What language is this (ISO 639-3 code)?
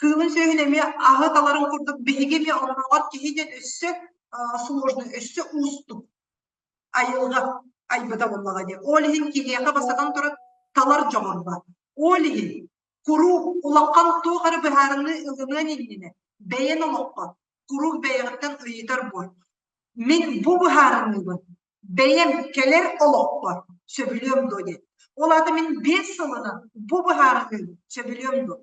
sah